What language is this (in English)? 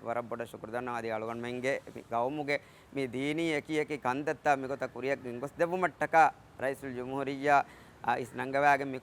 Divehi